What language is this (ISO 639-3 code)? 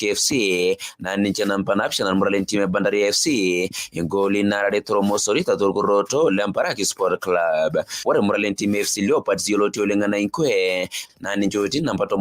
mas